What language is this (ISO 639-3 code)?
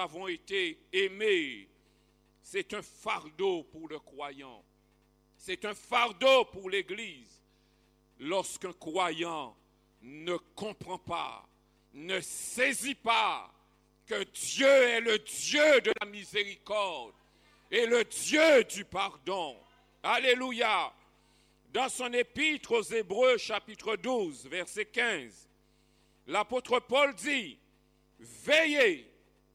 fra